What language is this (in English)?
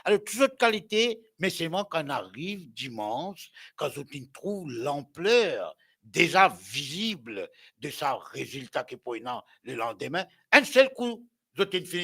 Morisyen